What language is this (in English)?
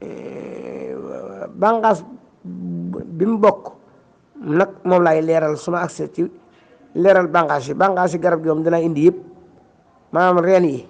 Wolof